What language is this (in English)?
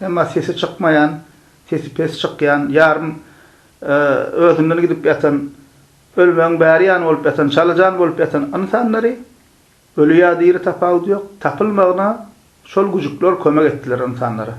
Turkmen